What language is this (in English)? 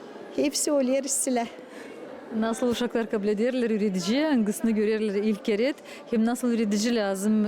Gagauz